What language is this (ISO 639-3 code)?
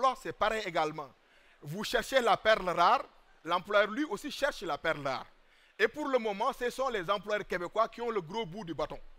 fra